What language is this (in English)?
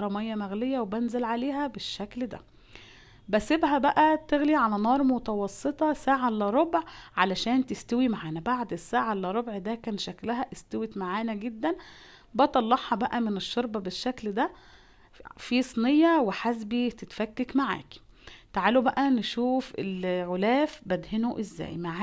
Egyptian Arabic